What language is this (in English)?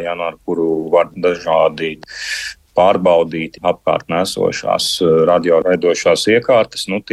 Latvian